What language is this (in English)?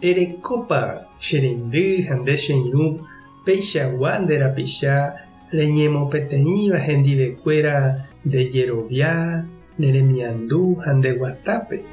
Guarani